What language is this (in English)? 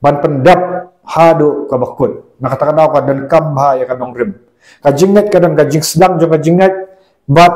Khasi